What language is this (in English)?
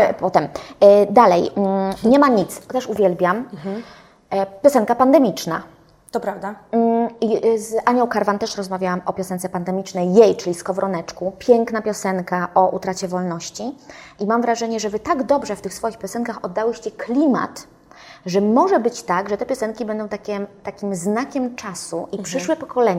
Polish